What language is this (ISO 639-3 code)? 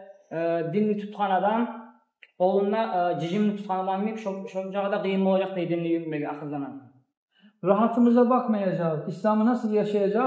kum